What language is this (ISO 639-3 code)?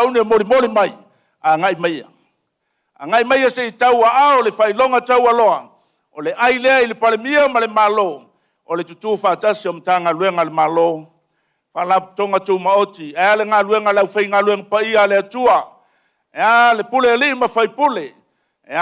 smo